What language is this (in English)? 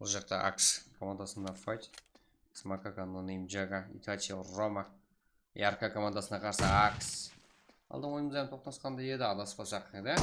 Kara-Kalpak